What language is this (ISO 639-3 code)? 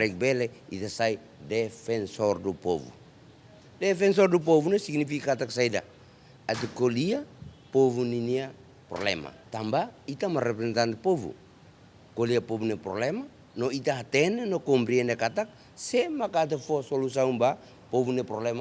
tet